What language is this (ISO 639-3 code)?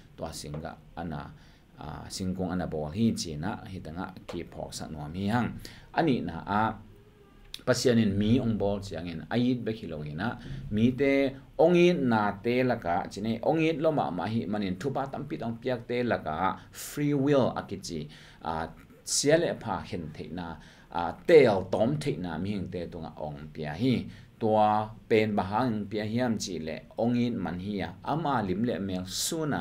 ctd